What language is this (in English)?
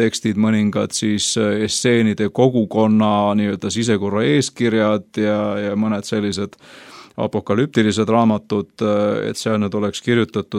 Estonian